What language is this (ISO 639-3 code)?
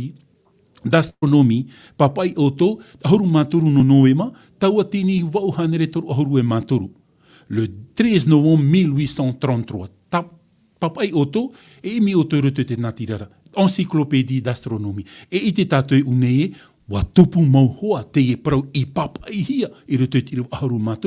tah